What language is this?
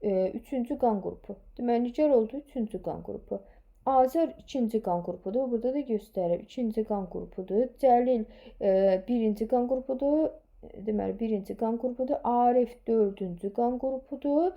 Azerbaijani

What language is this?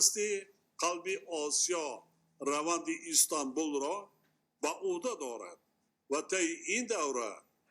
Tajik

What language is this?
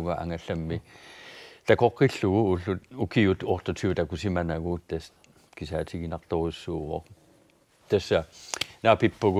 Kalaallisut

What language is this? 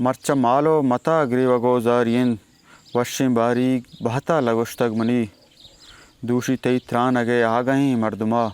Eastern Balochi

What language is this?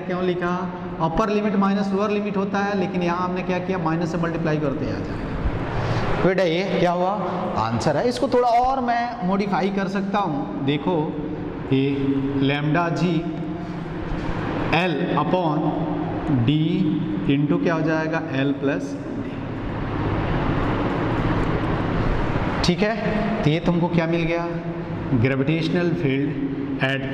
Hindi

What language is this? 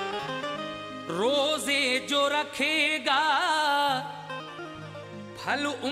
Hindi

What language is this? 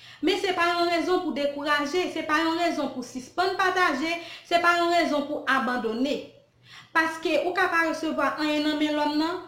Haitian Creole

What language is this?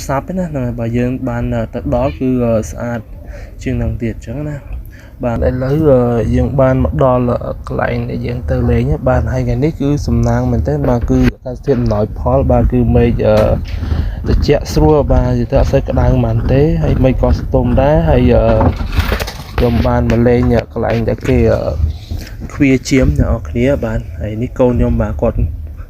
Khmer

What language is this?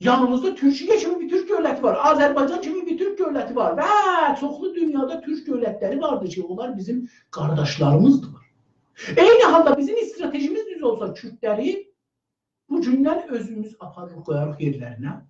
South Azerbaijani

